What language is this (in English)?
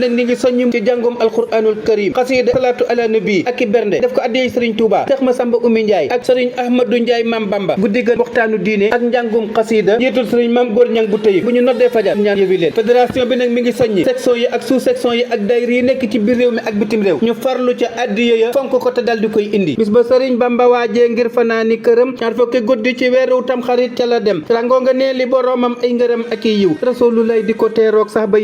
Wolof